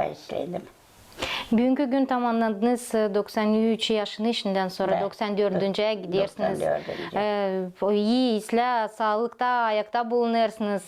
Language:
Gagauz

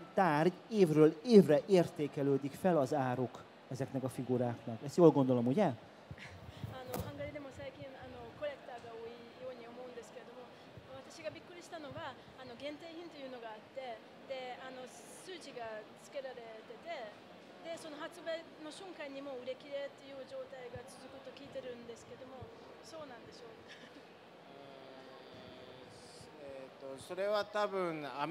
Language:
Hungarian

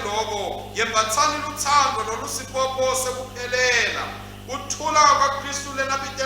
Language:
Swati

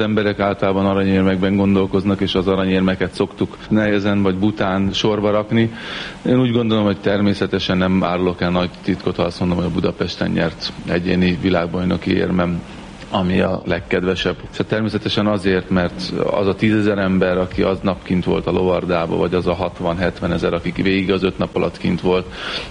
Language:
Hungarian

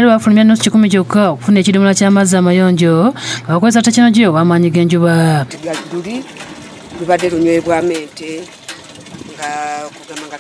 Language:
Ganda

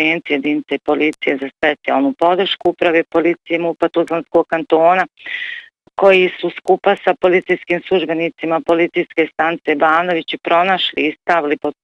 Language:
Bosnian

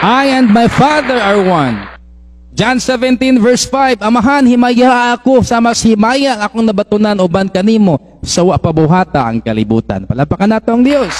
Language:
Cebuano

